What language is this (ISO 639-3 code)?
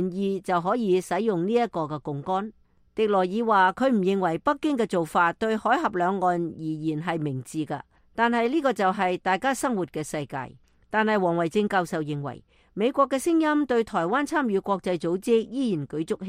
yue